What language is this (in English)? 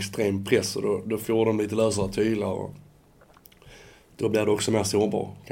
Swedish